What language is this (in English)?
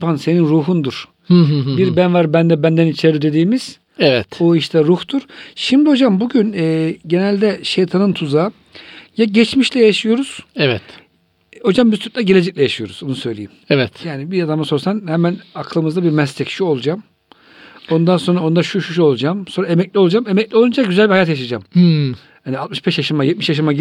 Turkish